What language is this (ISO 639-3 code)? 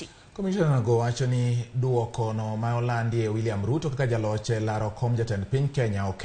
luo